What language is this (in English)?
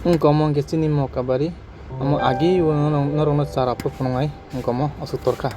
Kok Borok